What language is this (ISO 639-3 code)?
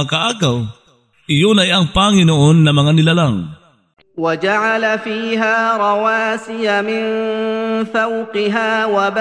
fil